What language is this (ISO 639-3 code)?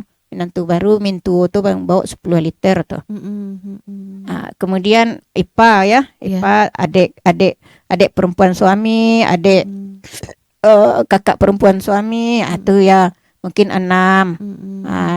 min